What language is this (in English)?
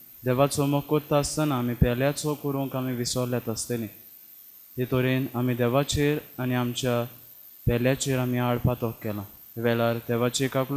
Konkani